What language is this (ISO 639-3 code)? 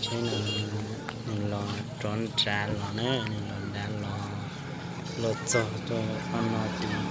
hmn